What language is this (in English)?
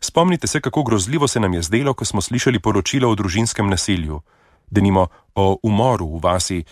Slovenian